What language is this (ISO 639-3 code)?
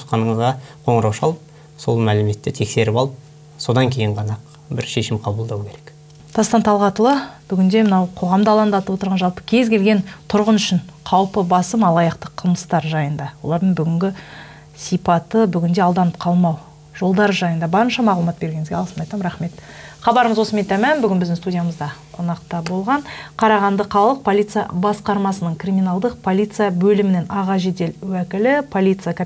kaz